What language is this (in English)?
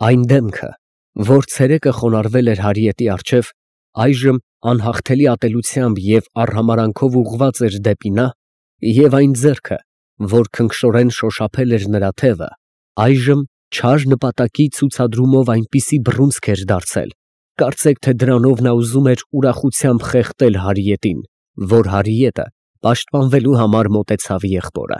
Armenian